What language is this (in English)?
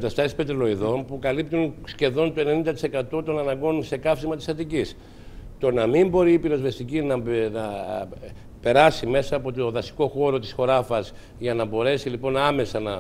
Greek